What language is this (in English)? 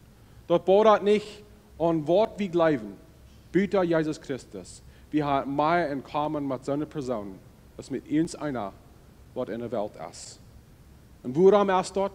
Plautdietsch